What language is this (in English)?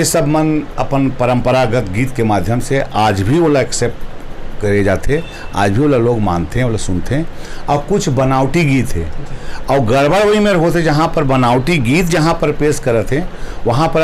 Chhattisgarhi